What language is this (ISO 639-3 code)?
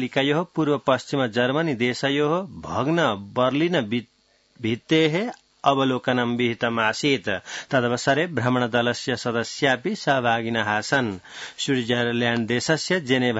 san